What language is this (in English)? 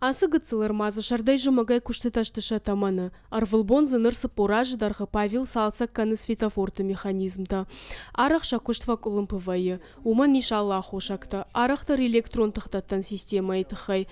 Ossetic